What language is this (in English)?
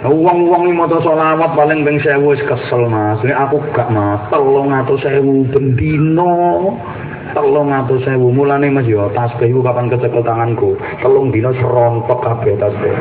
Javanese